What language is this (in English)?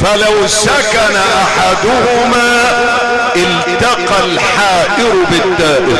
Egyptian Arabic